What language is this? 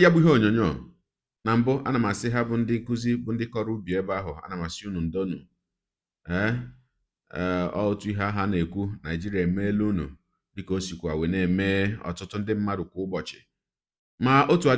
Igbo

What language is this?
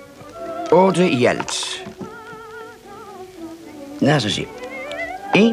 Danish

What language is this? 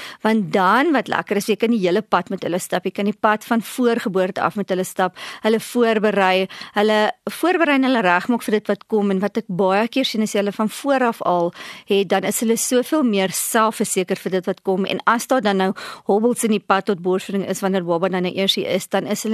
Afrikaans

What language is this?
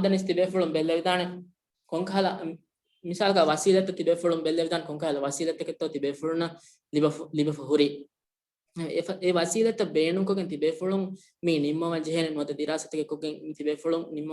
Divehi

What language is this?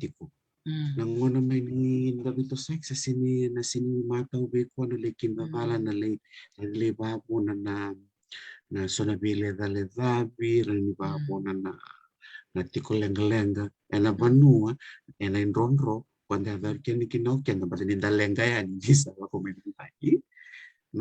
Fijian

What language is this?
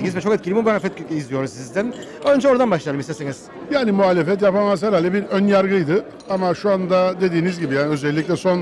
Turkish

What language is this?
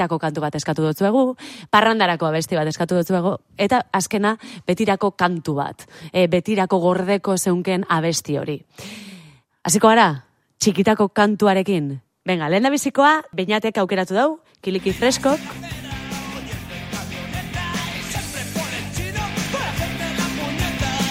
Basque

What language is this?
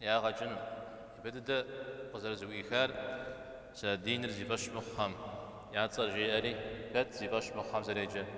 Kabardian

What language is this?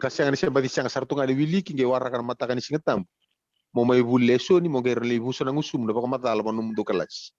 Fijian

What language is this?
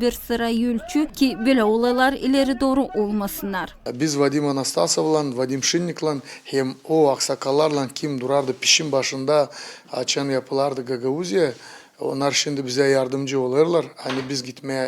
Gagauz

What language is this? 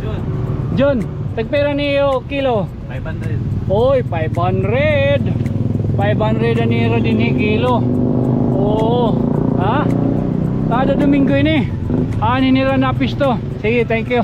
Waray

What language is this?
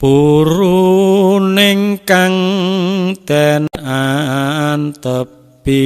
Javanese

